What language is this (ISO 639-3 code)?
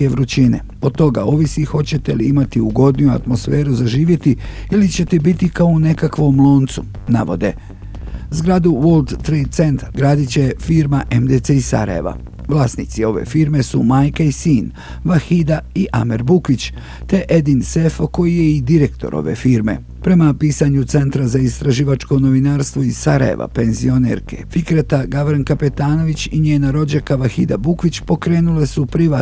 bos